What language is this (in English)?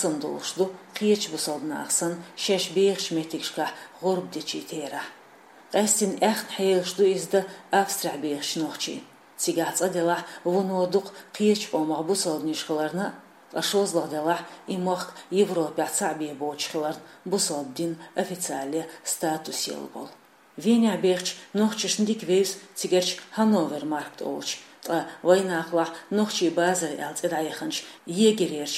Chechen